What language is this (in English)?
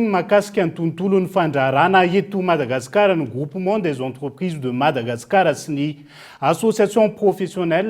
Malagasy